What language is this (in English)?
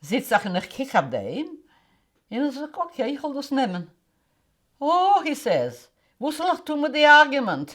Yiddish